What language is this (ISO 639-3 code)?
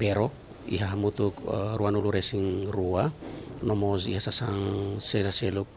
tet